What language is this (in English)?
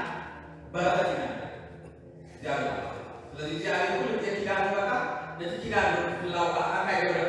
Tigrinya